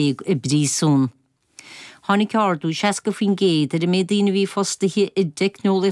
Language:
Irish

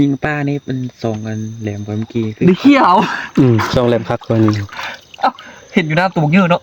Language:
Northeastern Thai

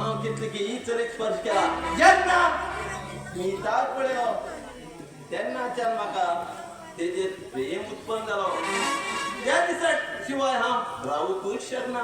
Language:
Konkani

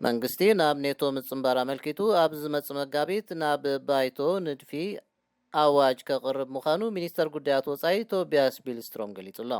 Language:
Tigrinya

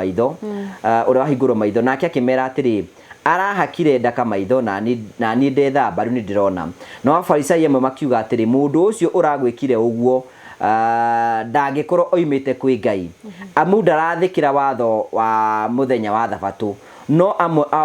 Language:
Kikuyu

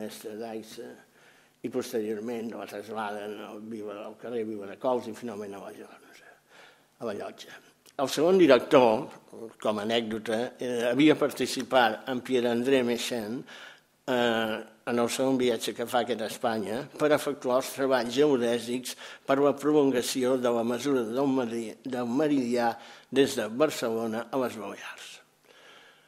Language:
Catalan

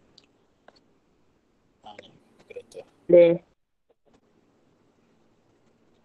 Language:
Malay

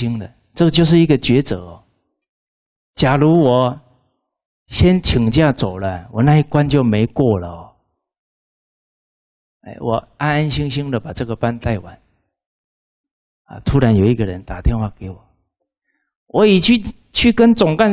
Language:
Chinese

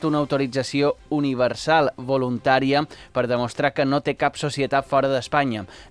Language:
Catalan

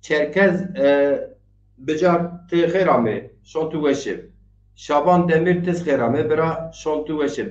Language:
Zaza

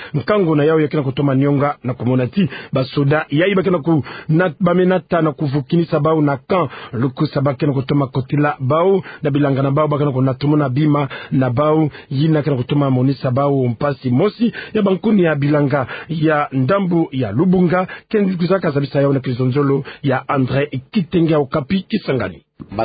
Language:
Kituba (Democratic Republic of Congo)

